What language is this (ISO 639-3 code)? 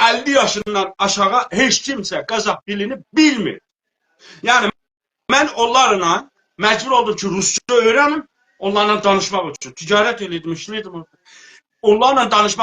azb